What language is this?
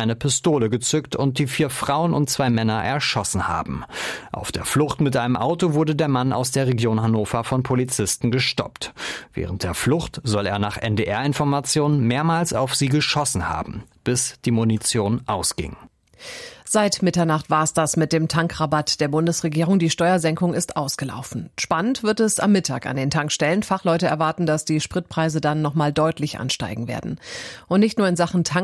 German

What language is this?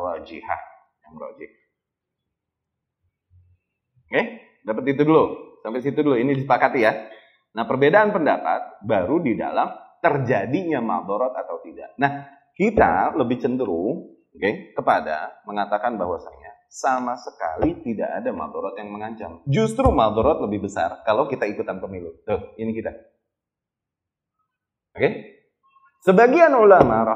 Indonesian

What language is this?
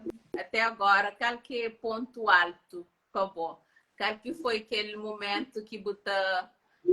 Kabuverdianu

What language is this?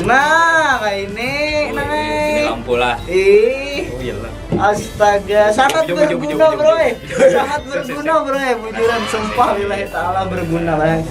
Banjar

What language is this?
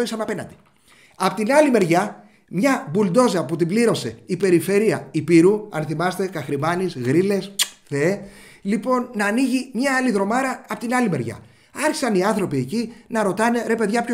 Greek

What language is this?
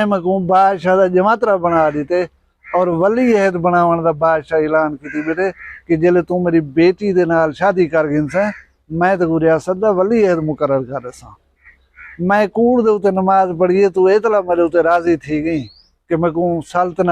Saraiki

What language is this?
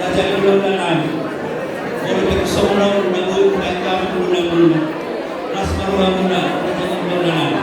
Batak Toba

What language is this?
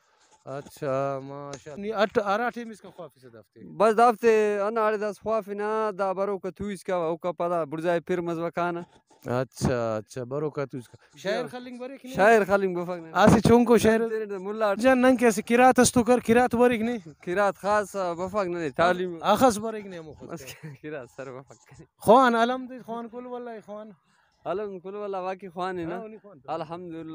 Brahui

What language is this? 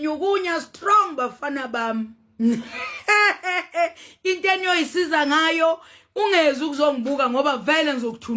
Zulu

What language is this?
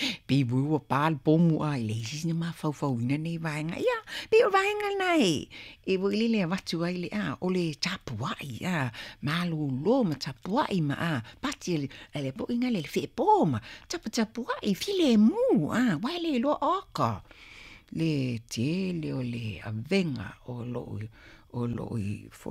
Samoan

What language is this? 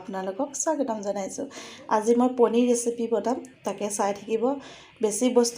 Assamese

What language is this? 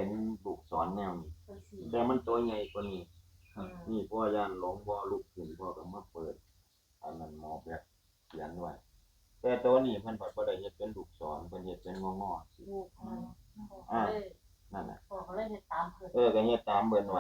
Northeastern Thai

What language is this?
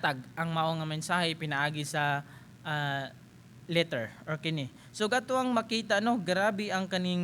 Cebuano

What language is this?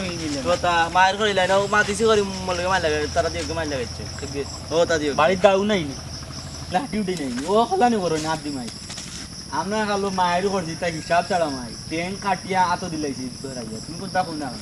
Sylheti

